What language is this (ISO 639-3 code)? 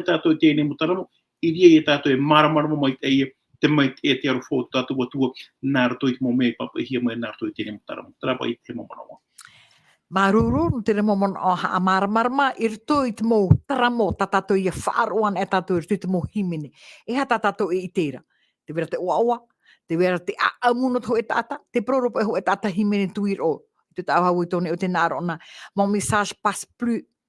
tah